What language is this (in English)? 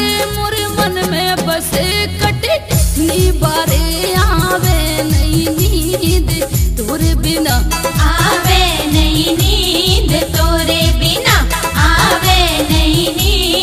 Bundeli